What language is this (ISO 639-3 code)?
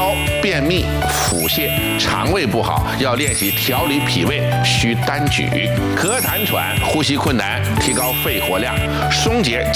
zho